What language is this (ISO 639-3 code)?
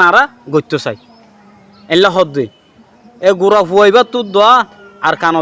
rhg